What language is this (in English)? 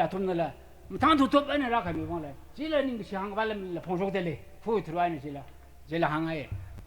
Tangkhul Naga (India)